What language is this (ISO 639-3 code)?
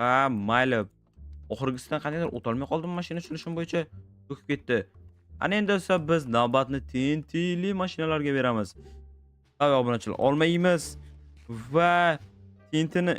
uzb